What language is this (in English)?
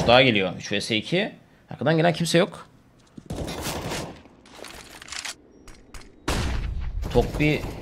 Turkish